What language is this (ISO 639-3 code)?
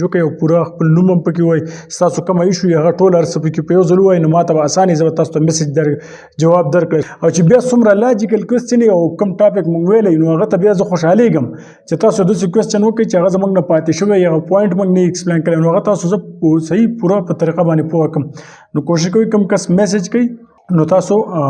pus